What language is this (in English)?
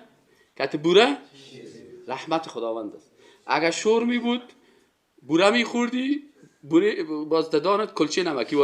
Persian